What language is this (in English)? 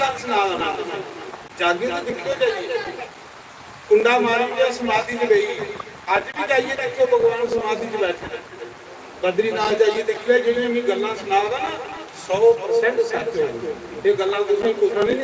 Dogri